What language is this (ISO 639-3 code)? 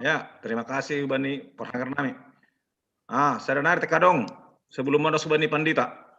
bts